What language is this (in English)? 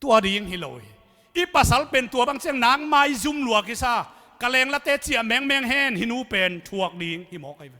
Tedim Chin